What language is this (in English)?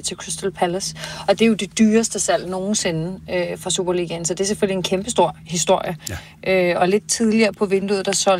Danish